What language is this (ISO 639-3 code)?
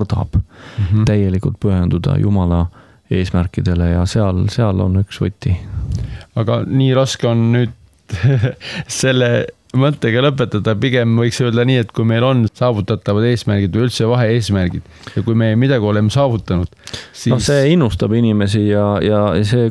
est